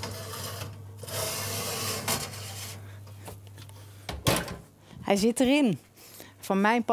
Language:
Dutch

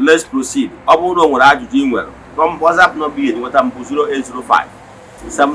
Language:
Igbo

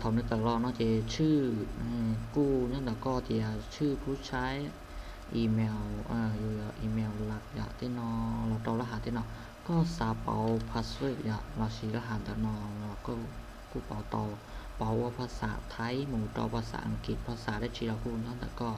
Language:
Hmong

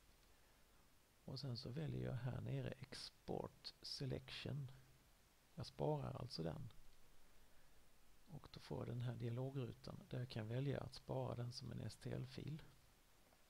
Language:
Swedish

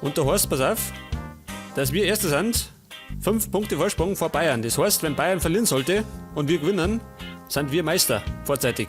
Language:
Bavarian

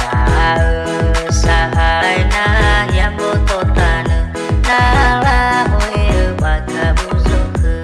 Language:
Nias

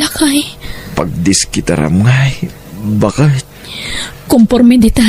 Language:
Iloko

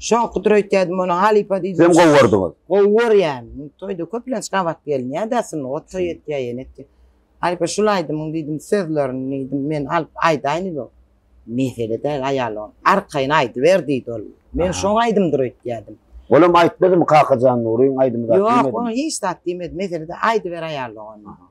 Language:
Turkmen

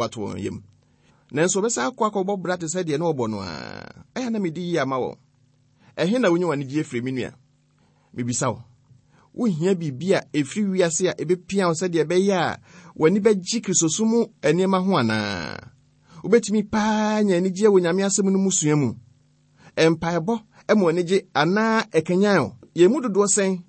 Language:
Akan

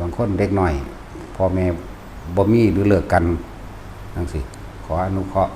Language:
Northeastern Thai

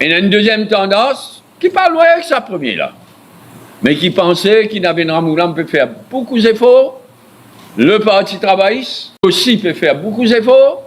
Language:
Morisyen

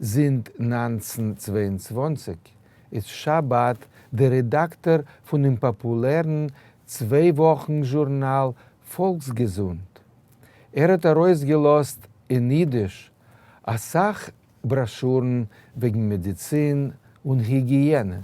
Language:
Yiddish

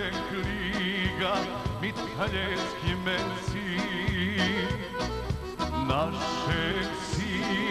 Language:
Serbian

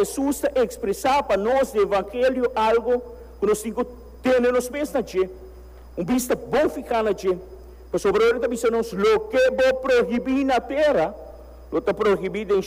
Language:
Papiamento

